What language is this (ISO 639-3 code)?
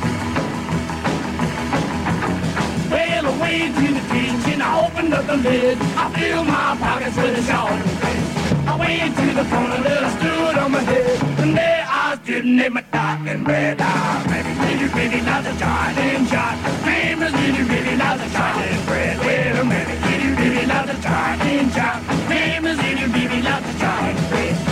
ita